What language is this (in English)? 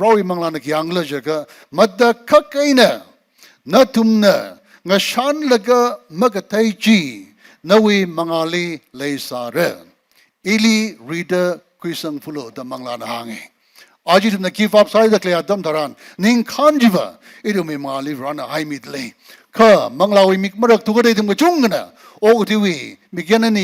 Tangkhul Naga (India)